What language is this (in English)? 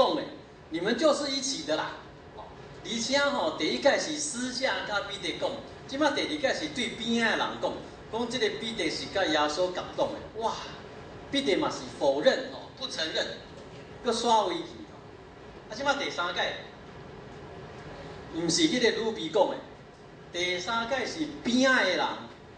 Min Nan Chinese